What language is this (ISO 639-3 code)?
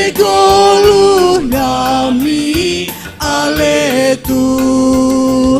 bts